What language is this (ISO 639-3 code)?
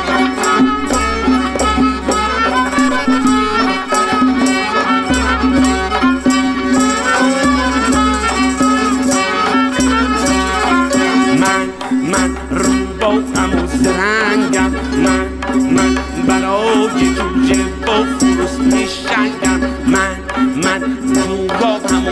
fas